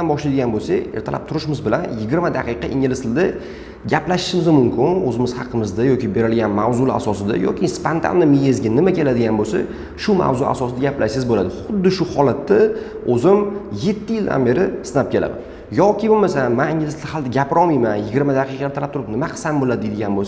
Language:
Uzbek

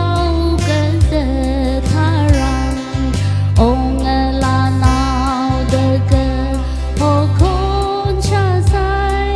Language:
Tangkhul Naga (India)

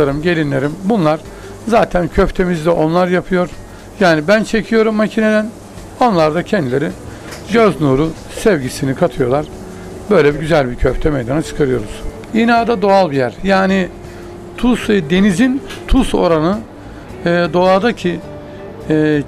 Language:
Turkish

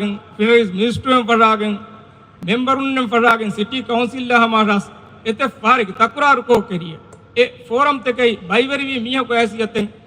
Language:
Divehi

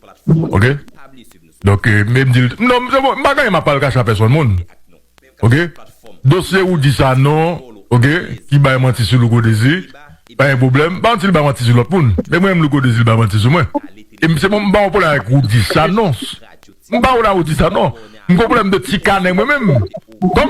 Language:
Haitian Creole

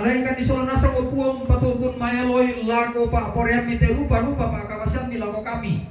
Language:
Toraja-Sa'dan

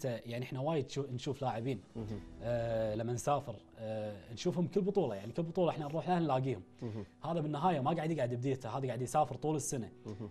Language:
Gulf Arabic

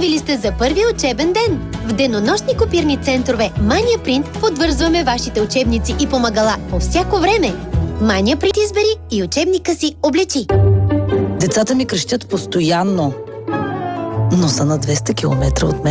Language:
Bulgarian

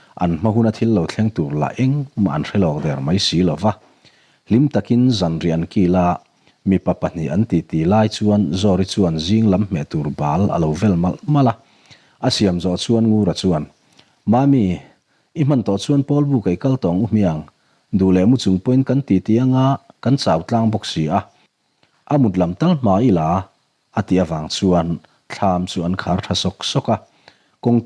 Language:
Mizo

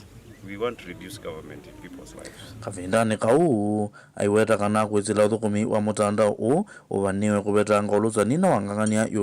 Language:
Kamba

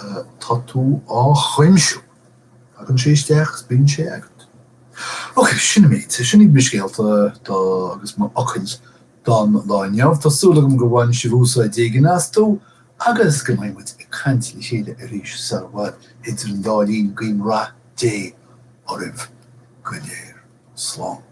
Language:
Irish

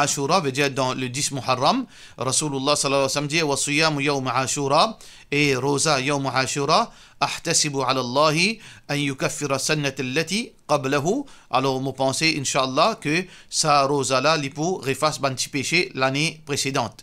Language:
Morisyen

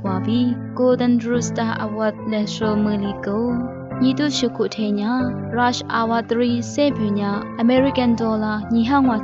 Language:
Lisu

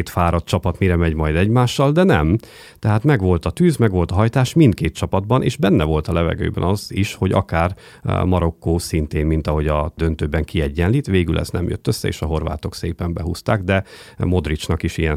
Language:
Hungarian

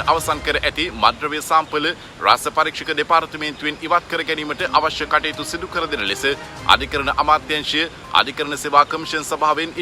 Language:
Sinhala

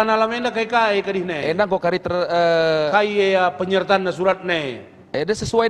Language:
Batak Karo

